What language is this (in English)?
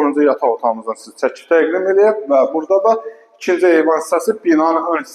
Azerbaijani